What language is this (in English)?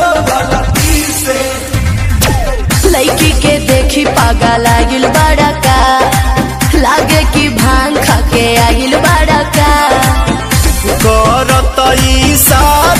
Bhojpuri